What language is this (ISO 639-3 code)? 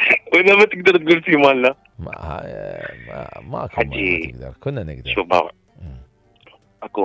acm